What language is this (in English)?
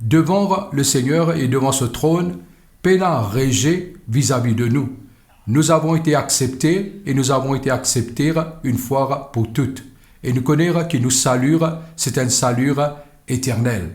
Morisyen